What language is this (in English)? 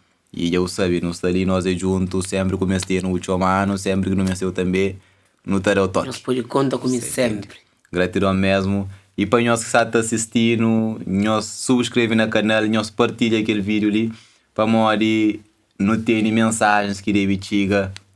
Kabuverdianu